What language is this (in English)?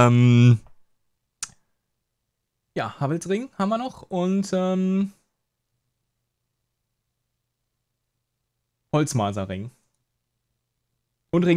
German